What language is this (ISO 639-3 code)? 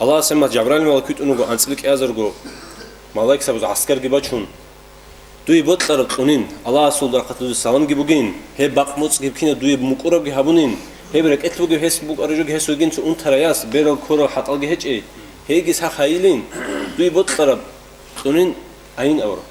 ava